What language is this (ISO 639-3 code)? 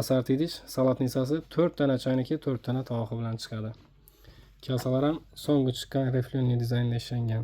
uzb